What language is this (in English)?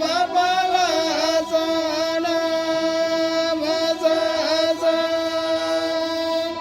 Santali